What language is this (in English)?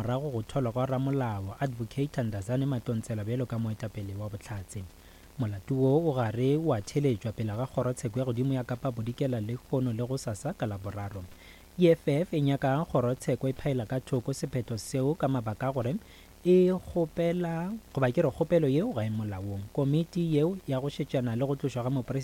Northern Sotho